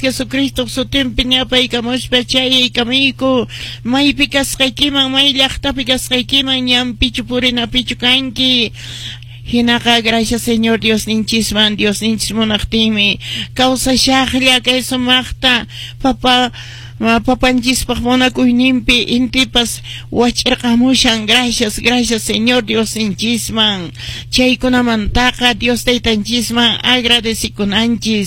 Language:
Quechua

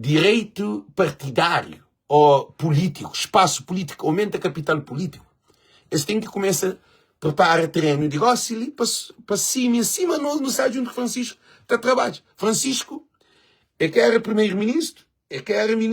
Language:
Kabuverdianu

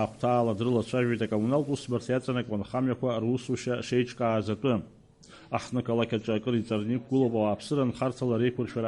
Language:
Abkhazian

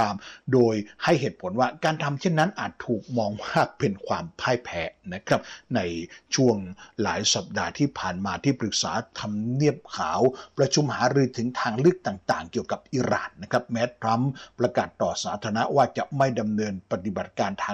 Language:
Thai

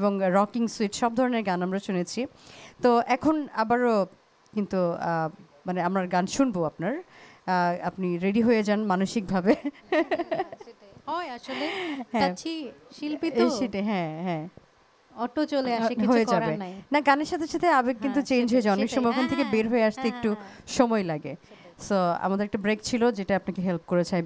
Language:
Bangla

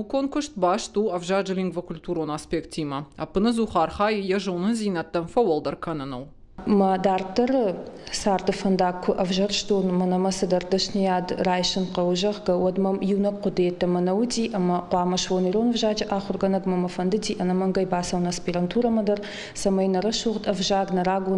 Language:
Ossetic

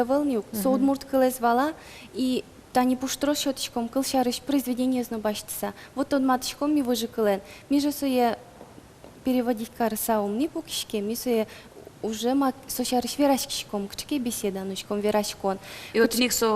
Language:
Udmurt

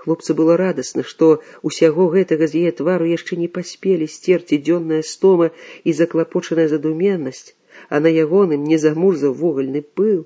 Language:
Belarusian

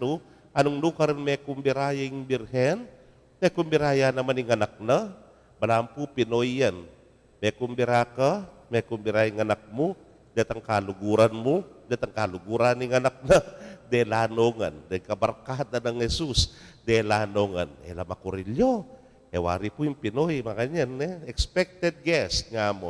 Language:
Pampanga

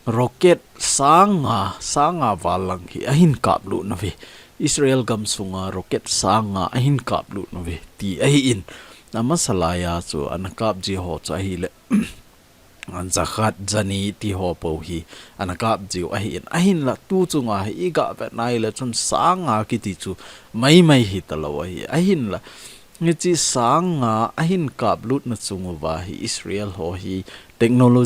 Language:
Thado Chin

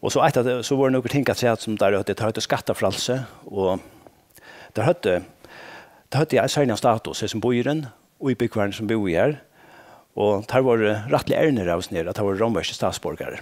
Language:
Faroese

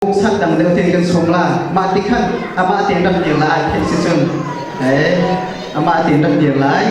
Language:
Hakha Chin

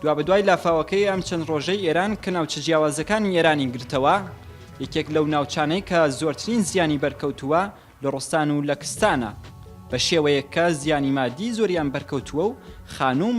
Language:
Central Kurdish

